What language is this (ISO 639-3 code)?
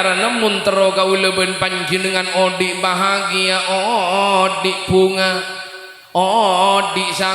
mad